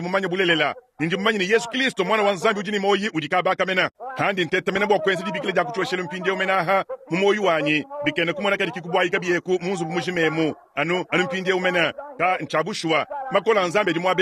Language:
Luba-Lulua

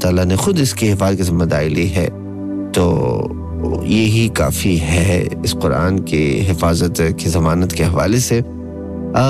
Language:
Urdu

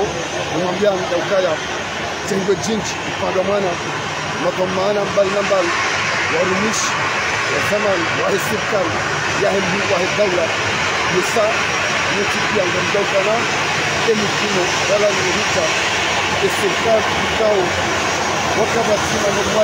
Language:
Swahili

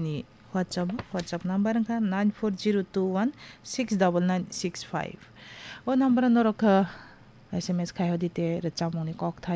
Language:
Kok Borok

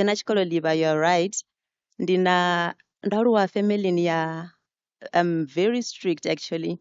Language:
Venda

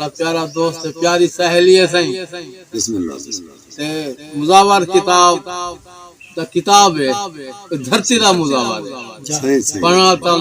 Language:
Saraiki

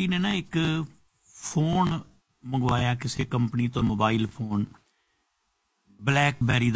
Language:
Punjabi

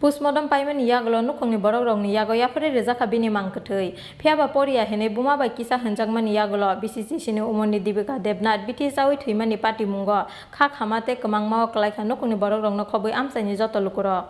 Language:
Kok Borok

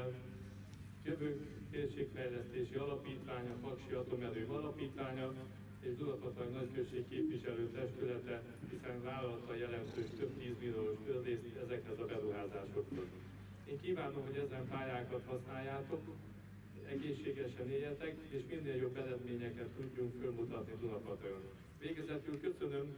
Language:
Hungarian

